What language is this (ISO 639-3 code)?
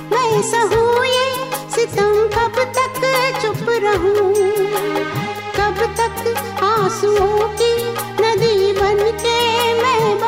hin